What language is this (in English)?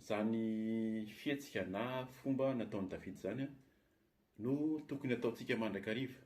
Malagasy